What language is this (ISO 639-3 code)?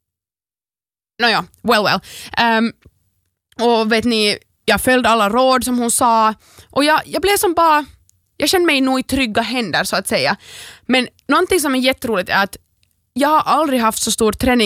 swe